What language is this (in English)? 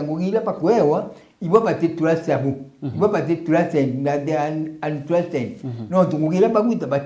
Meru